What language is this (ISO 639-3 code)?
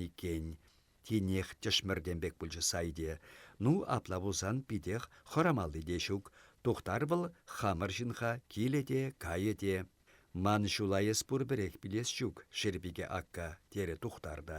chv